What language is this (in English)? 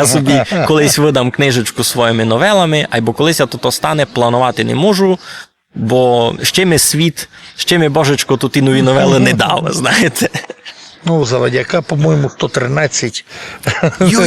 Rusyn